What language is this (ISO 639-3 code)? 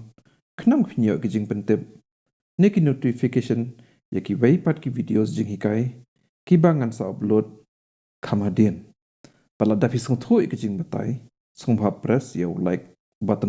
kha